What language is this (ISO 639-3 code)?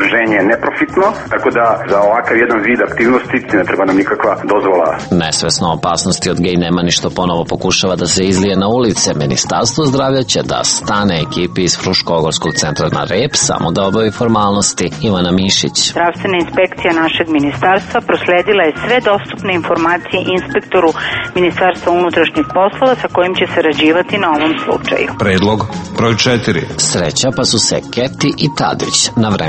srp